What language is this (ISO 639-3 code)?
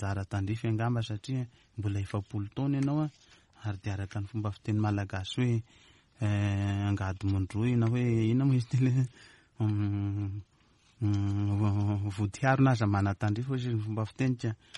mlg